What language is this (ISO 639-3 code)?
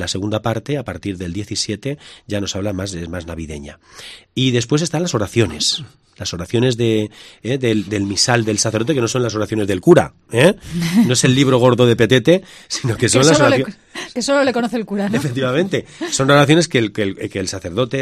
spa